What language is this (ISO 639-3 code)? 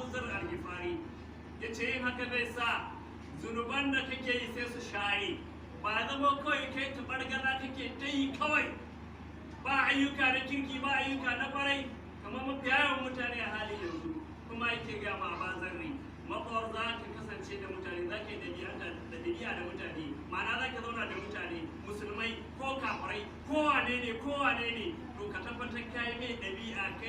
hau